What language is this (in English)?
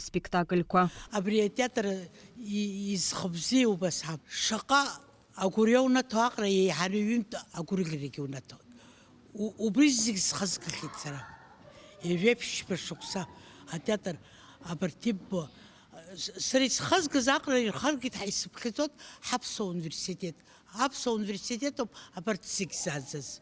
Abkhazian